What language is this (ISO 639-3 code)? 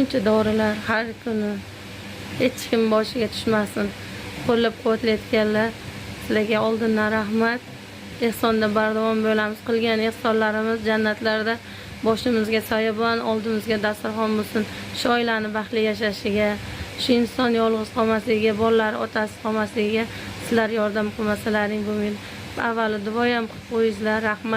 uzb